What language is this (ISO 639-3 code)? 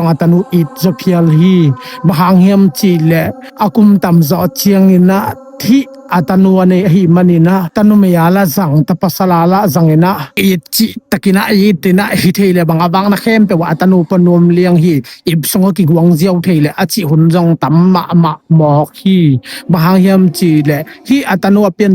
ctd